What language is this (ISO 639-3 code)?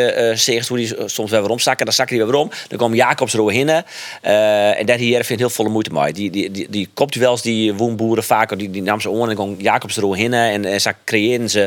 fry